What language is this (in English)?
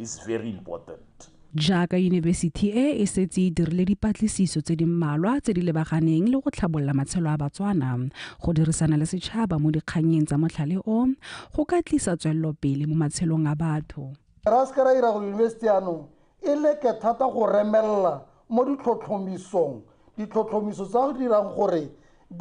Tswana